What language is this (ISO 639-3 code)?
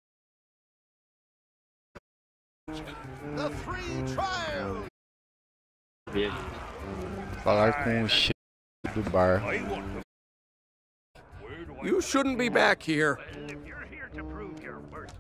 por